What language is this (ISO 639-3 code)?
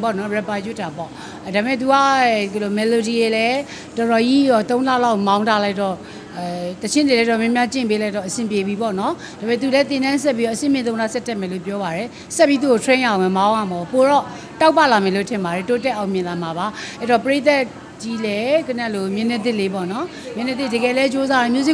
mya